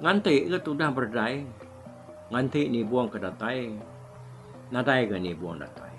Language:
Iban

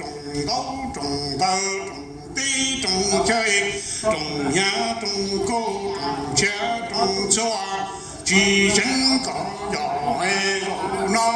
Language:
Hmong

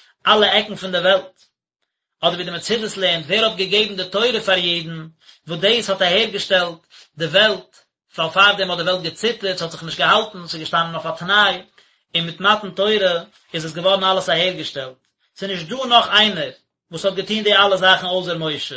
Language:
Yiddish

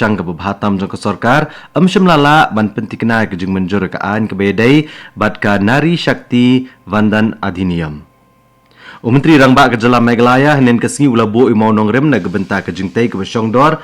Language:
Khasi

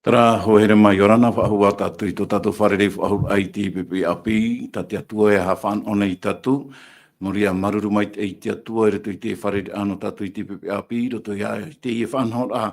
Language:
Tahitian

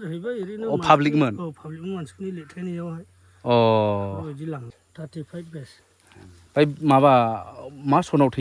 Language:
Bodo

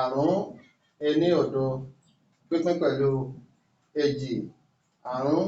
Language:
Yoruba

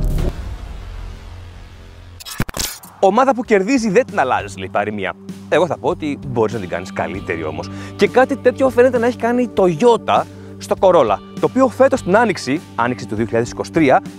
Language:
Greek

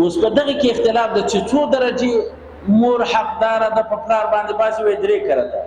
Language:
Pashto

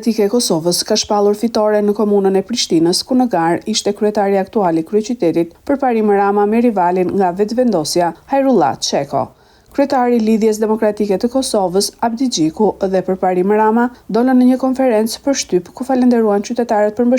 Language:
Albanian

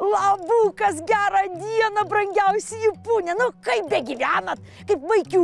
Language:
Lithuanian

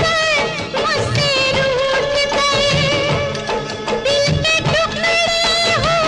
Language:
Hindi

